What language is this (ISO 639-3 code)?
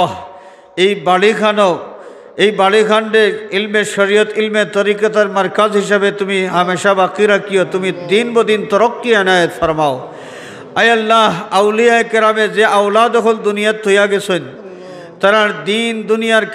syl